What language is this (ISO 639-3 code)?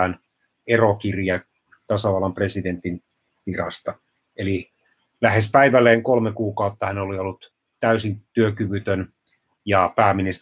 fin